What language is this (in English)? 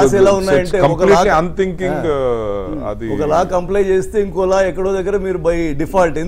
Telugu